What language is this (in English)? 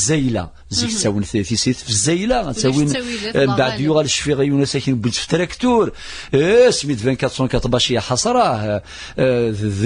Kabyle